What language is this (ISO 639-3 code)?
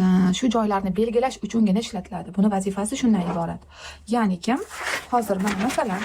uzb